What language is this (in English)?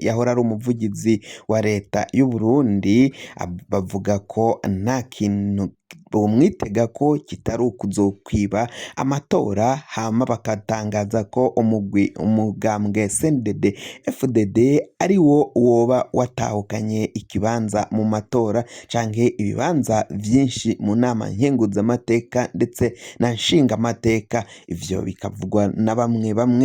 Rundi